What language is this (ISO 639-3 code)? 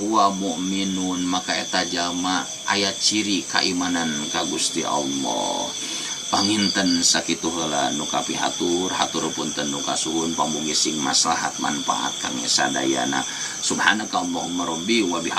sun